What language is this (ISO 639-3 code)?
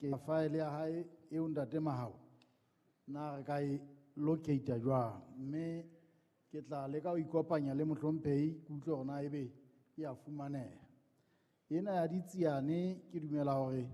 sot